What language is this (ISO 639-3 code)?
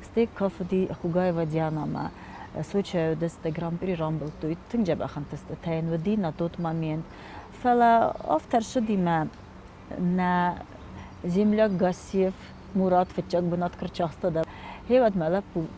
oss